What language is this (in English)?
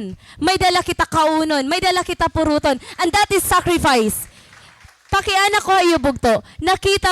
Waray